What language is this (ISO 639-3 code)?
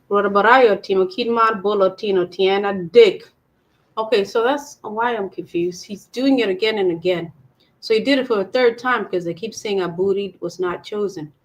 ach